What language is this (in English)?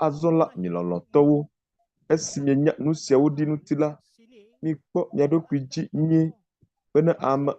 Ewe